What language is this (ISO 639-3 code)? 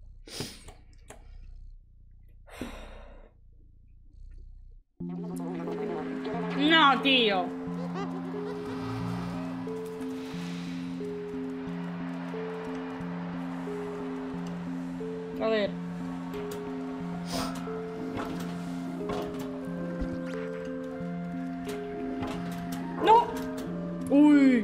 spa